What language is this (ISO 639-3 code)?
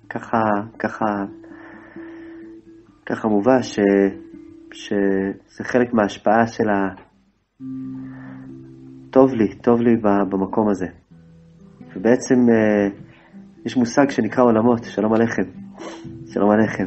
heb